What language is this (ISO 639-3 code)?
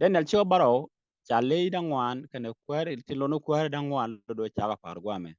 nus